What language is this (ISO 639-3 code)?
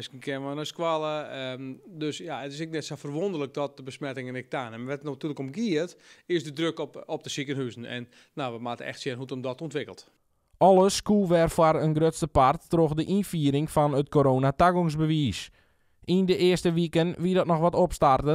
fry